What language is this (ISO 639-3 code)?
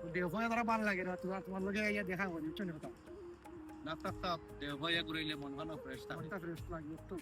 syl